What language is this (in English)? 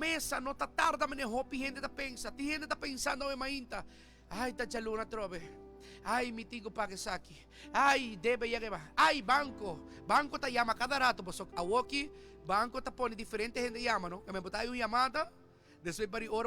Papiamento